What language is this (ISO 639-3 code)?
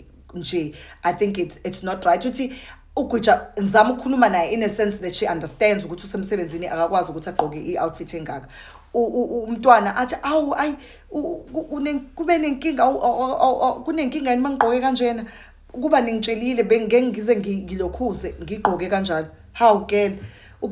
zul